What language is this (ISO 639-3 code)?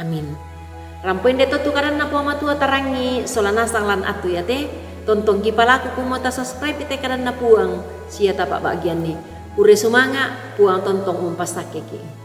sda